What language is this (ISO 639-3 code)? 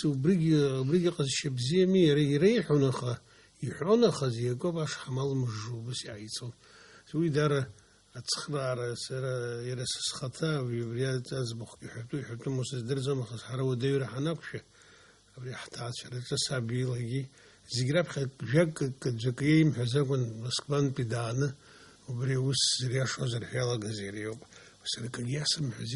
abk